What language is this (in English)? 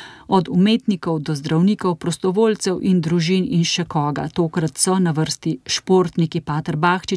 Slovenian